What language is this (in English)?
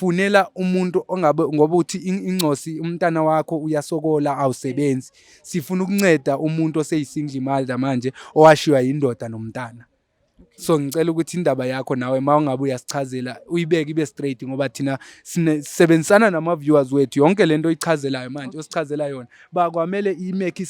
Zulu